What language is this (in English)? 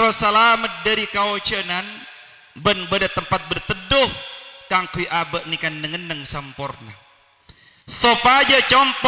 Madurese